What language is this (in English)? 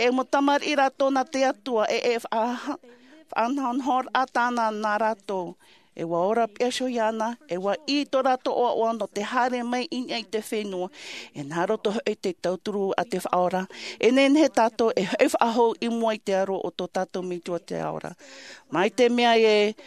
Tahitian